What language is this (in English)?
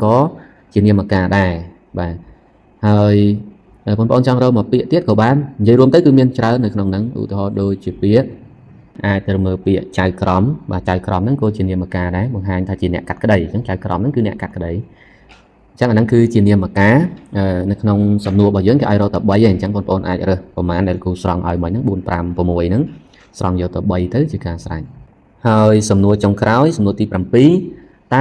Khmer